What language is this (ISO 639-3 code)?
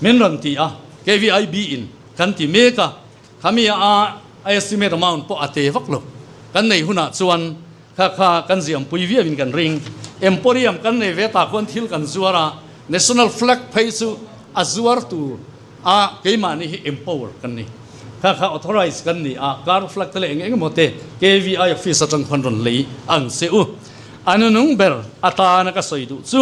lus